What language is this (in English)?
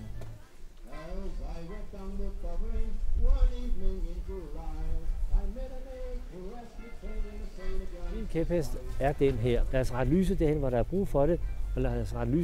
Danish